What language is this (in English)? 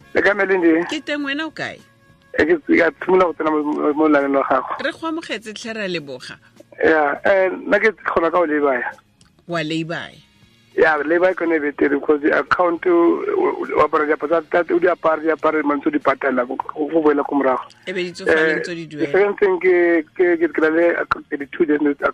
Tswana